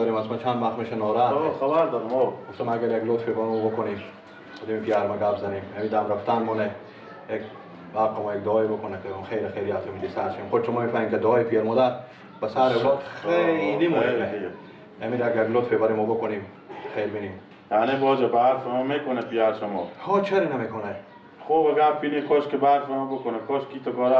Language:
Persian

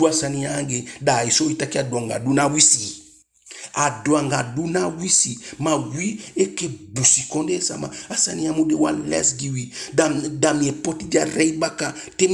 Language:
Eastern Maroon Creole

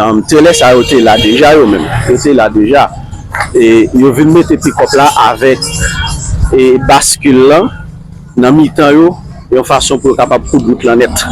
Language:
Haitian Creole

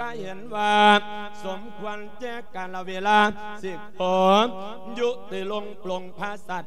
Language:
Lao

